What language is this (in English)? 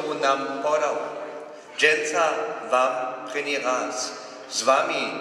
Upper Sorbian